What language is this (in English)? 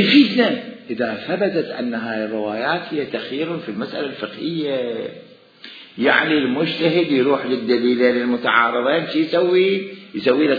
Mesopotamian Arabic